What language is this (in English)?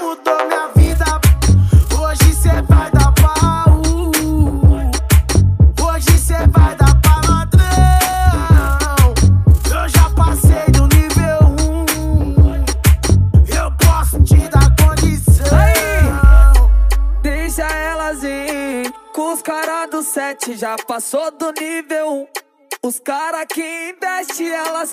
Portuguese